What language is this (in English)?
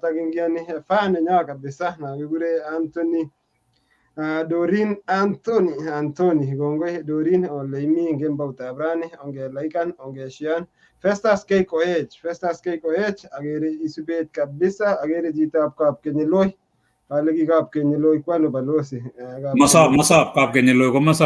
Kalenjin